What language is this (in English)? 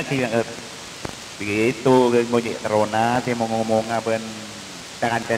Madurese